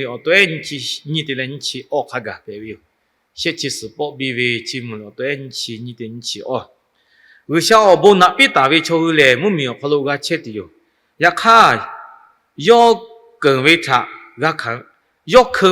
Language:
Lahu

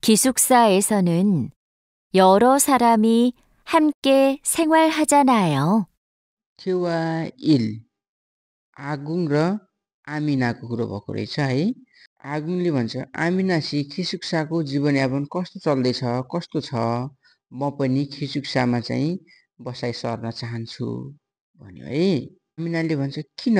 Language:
Nepali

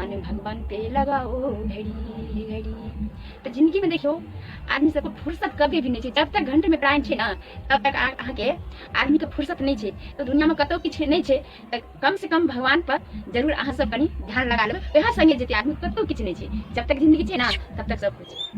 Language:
Maithili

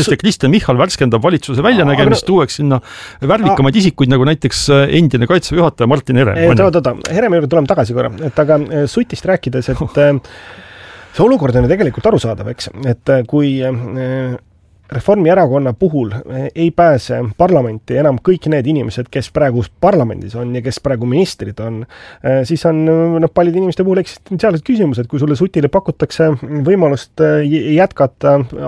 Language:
Estonian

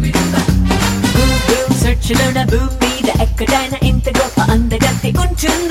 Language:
Telugu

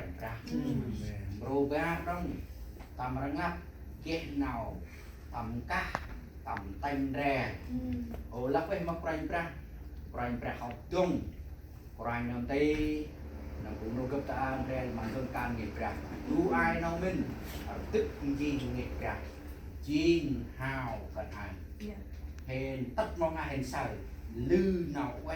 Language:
Central Mnong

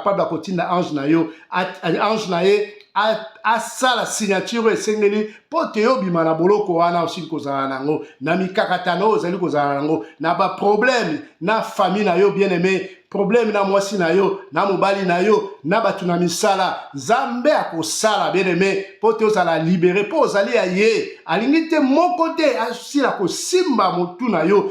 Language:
Lingala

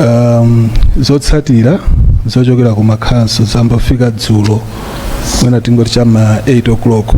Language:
Nyanja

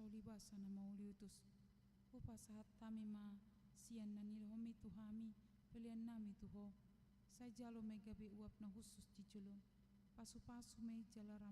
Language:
Batak Toba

